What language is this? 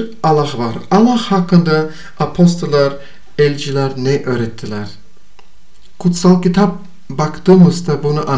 Turkish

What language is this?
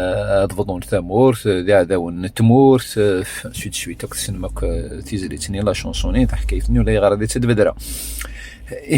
Kabyle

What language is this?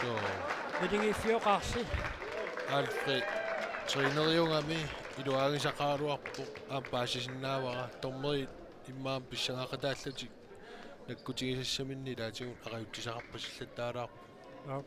Kalaallisut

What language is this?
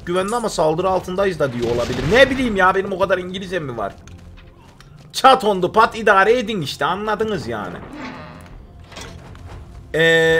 Turkish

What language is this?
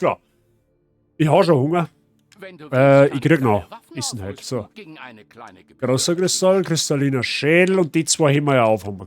Bavarian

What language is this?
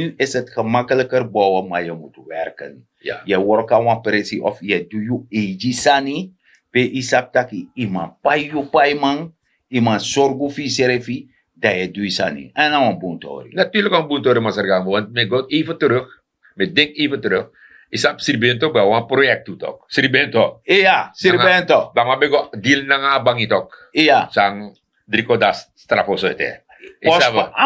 Sranan Tongo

